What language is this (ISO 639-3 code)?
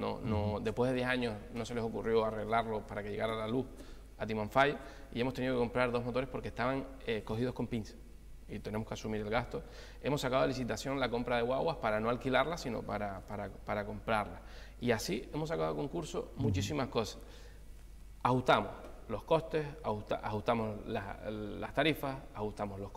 spa